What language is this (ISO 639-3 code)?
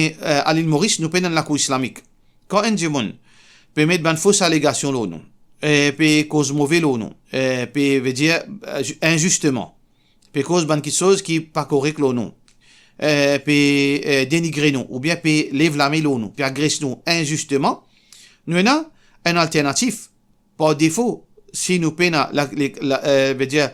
mfe